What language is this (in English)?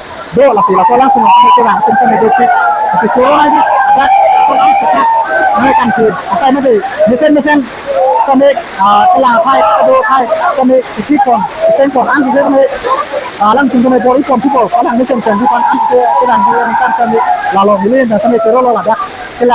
Karbi